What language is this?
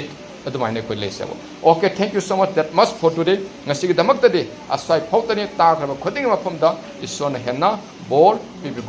Manipuri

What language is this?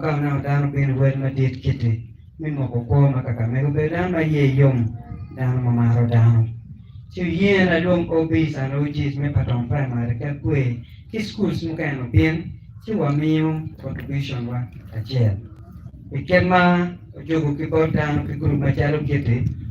Acoli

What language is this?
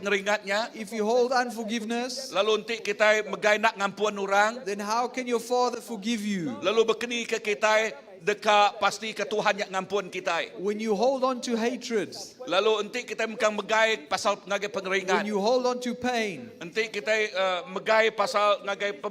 Iban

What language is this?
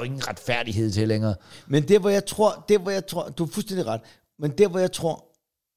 Danish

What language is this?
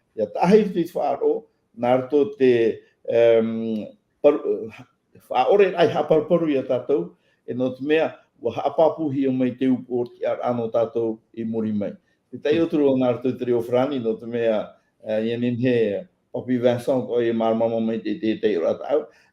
Tahitian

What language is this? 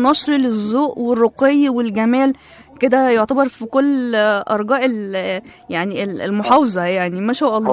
Egyptian Arabic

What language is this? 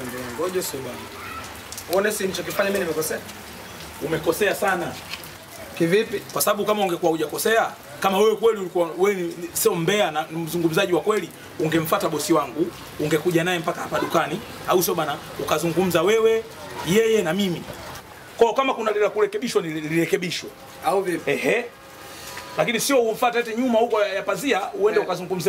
Swahili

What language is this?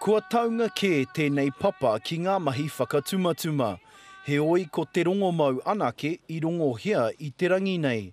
Māori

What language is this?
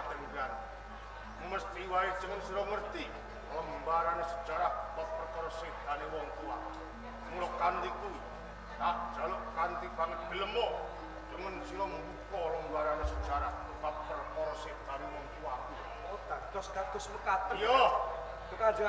Javanese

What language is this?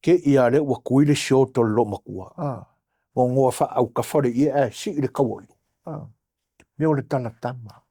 Samoan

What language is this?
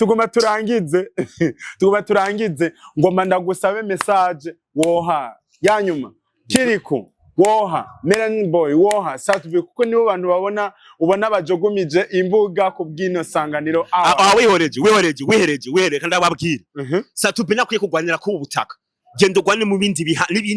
Rundi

